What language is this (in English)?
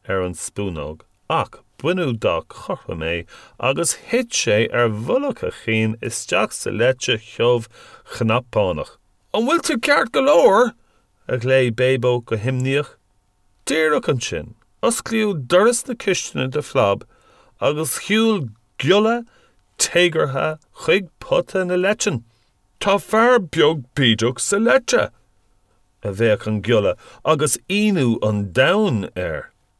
Irish